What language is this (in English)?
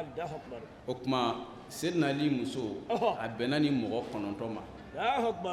Bambara